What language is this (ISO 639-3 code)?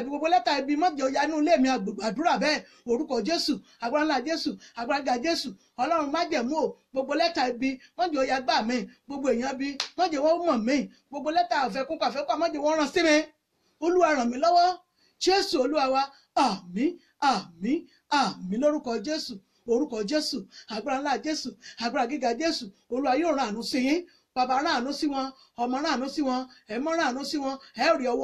yor